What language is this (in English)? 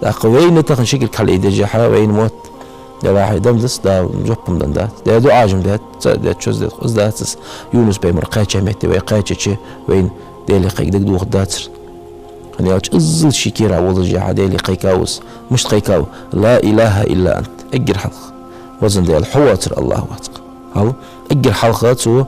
Ingush